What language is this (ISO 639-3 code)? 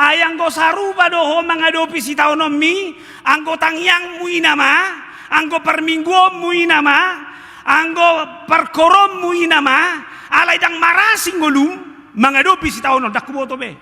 bbc